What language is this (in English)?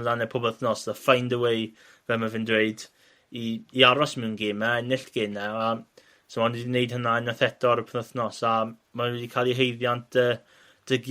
Welsh